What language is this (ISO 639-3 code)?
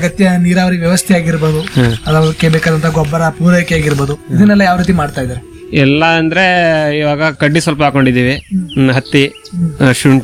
kan